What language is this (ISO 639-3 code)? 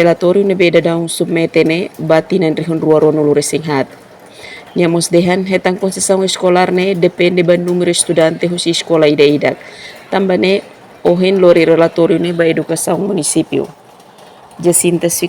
tet